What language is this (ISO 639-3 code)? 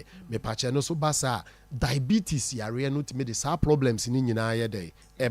aka